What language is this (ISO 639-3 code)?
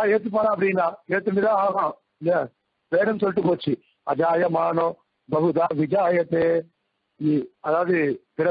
tam